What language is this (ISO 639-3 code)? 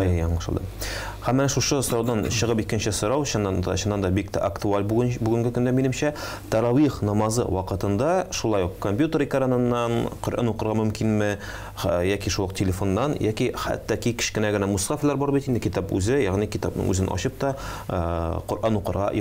tat